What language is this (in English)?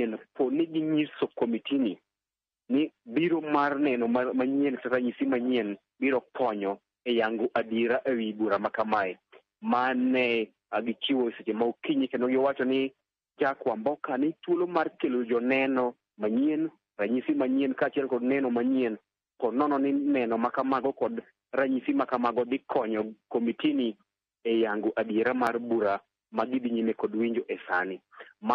Luo (Kenya and Tanzania)